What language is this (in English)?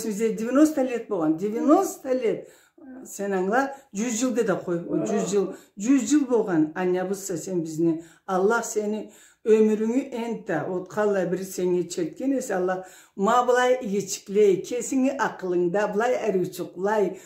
Karachay-Balkar